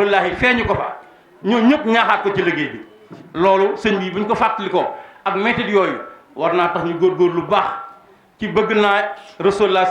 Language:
Wolof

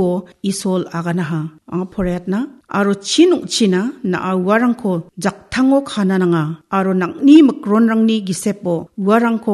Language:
Garo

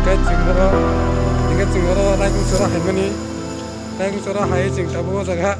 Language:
Kok Borok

